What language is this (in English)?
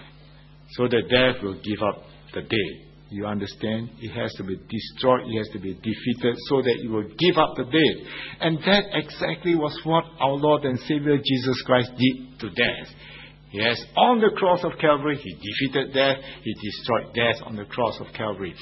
English